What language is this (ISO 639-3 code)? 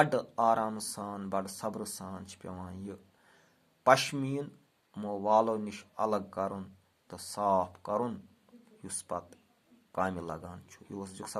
kas